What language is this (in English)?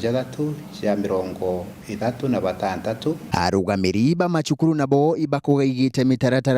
Meru